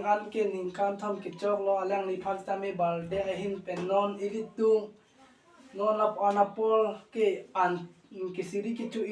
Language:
Karbi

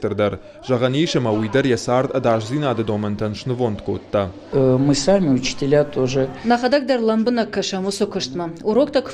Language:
Ossetic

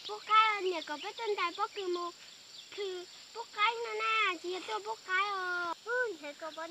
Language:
Hmong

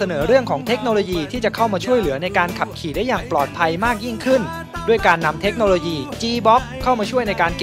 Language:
Thai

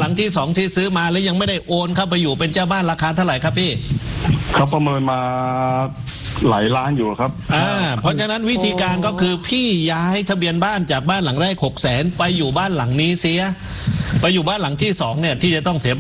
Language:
Thai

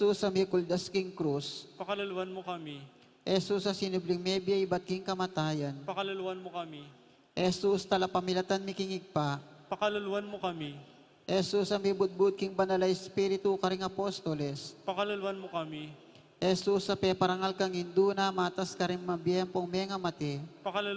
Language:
Pampanga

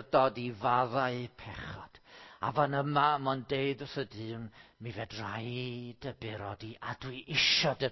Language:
Welsh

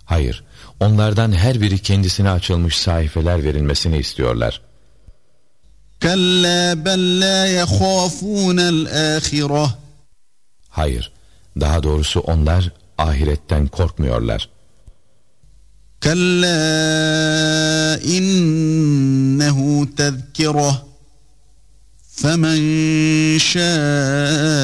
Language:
Turkish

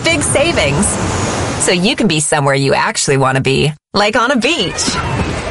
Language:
English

